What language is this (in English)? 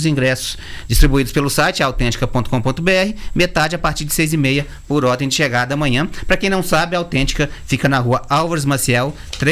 Portuguese